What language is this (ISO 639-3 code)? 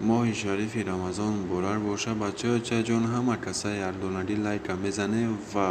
tgk